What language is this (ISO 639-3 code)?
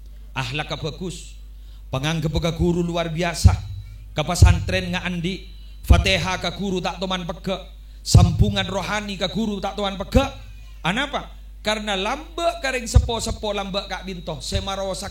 mad